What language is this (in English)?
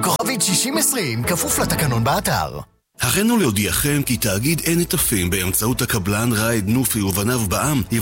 Hebrew